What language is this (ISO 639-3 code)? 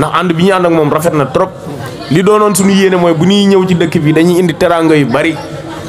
wol